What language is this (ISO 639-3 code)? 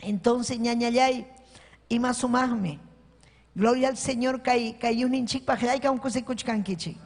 quy